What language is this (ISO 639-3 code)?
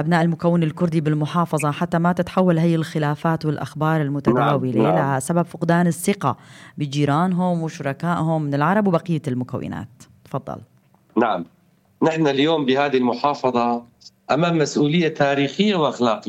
apc